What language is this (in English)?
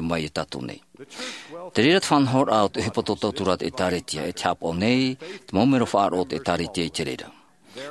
Tahitian